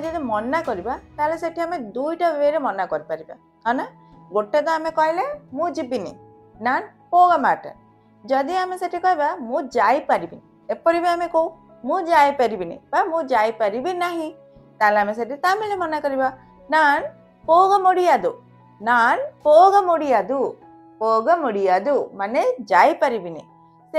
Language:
Odia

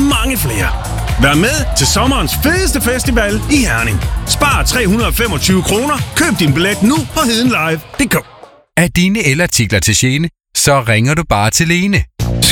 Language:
Danish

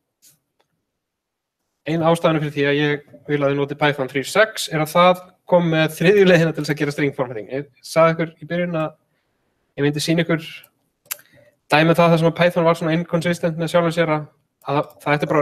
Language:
Icelandic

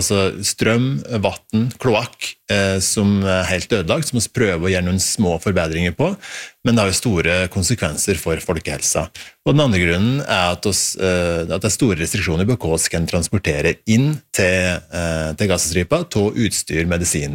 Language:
Norwegian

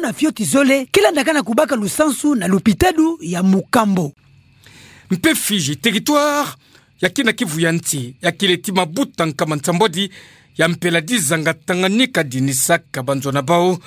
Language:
Kituba (Democratic Republic of Congo)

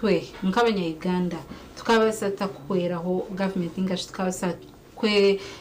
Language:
Nyankole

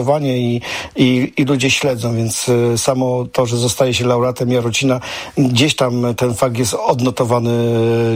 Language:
Polish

